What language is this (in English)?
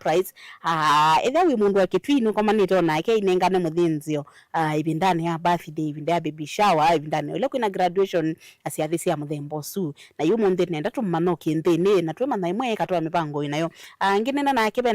Kamba